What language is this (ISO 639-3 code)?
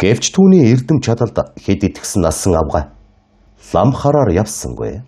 mon